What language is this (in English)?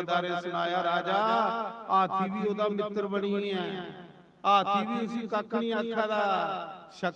Dogri